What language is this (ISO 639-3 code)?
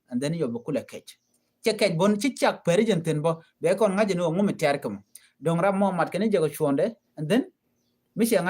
nus